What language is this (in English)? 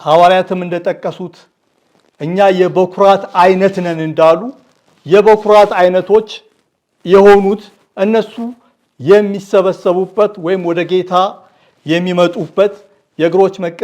Amharic